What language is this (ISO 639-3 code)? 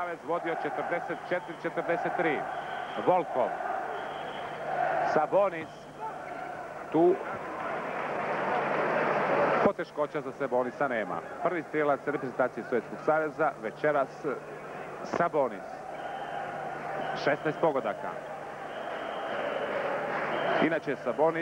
hrv